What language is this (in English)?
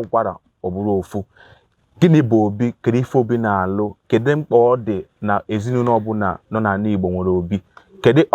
Igbo